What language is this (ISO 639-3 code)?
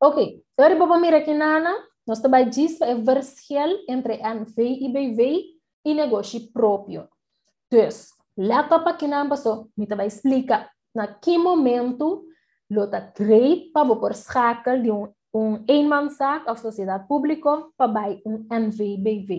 pap